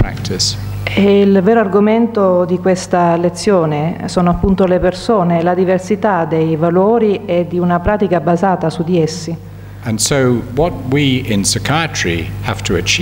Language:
Italian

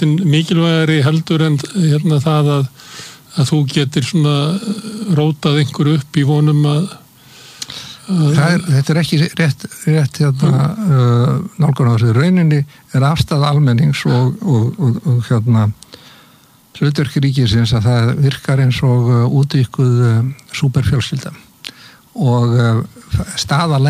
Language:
Icelandic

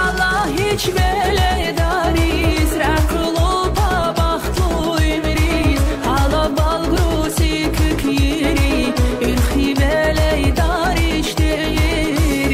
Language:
Tabassaran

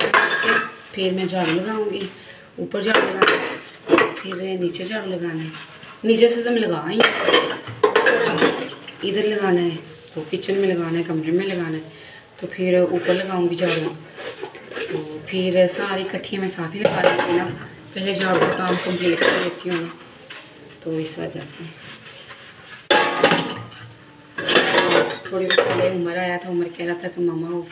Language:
Hindi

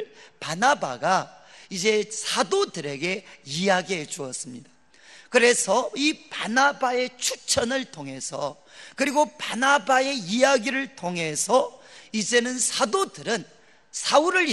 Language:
Korean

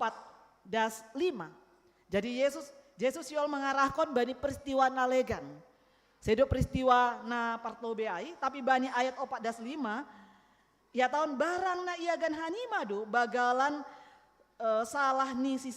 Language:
Batak Simalungun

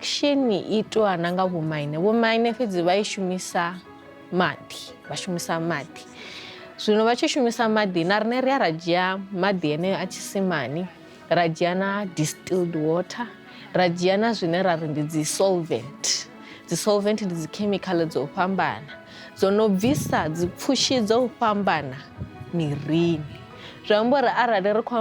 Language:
Venda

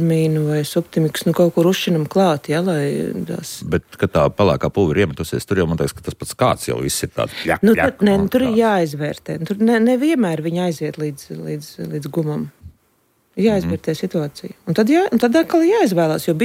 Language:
Latvian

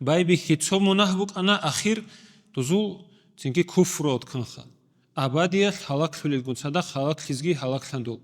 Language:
Avaric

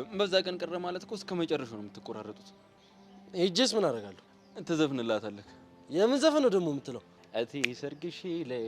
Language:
Amharic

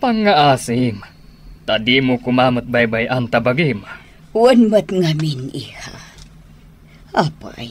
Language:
Iloko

